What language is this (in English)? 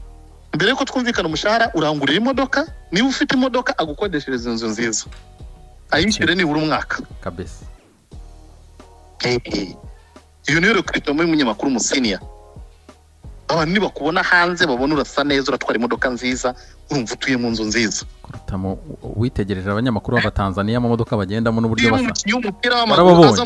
Kinyarwanda